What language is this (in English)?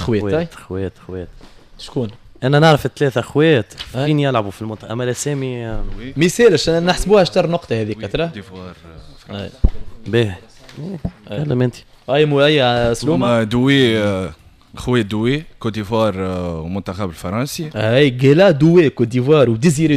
Tunisian Arabic